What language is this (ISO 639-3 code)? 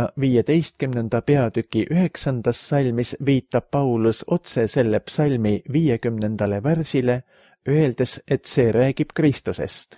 est